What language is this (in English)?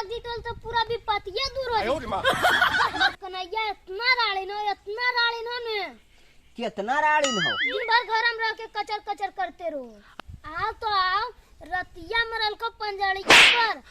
Magahi